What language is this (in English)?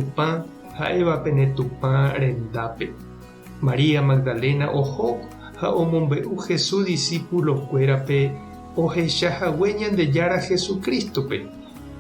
Guarani